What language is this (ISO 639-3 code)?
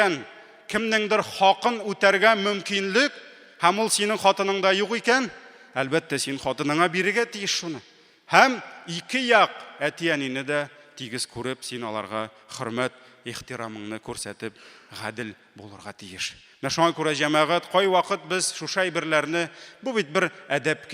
tat